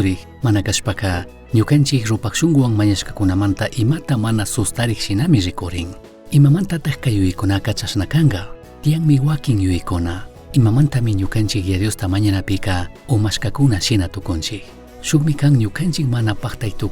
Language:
Chimborazo Highland Quichua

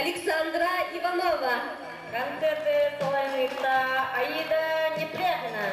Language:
Yakut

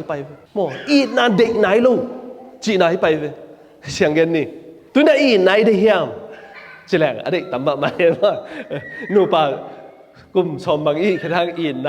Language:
Tedim Chin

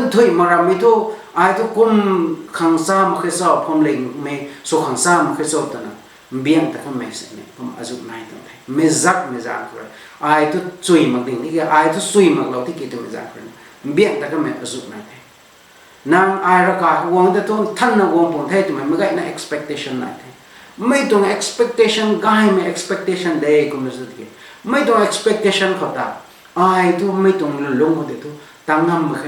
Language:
Rongmei Naga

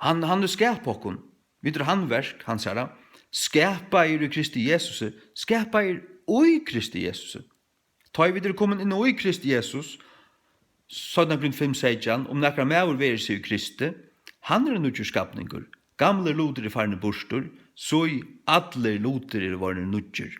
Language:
Faroese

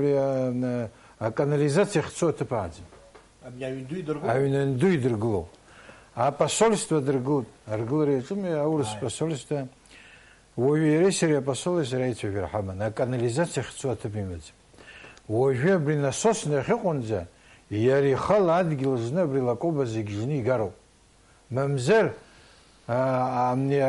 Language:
Abkhazian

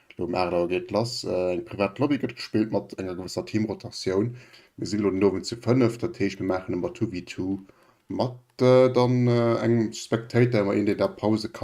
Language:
Luxembourgish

